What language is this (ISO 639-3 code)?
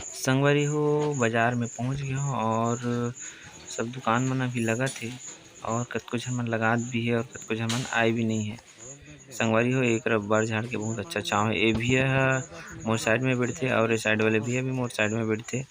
hne